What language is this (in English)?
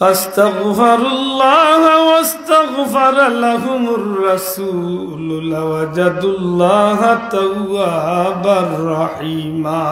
Sylheti